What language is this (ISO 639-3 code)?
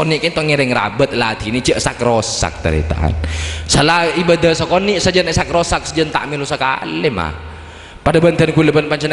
mad